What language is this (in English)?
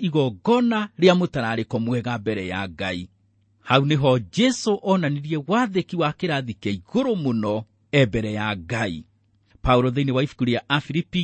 Kikuyu